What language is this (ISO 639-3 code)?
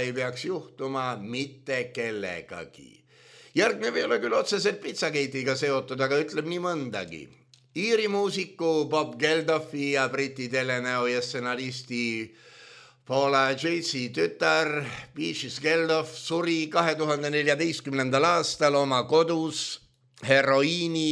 est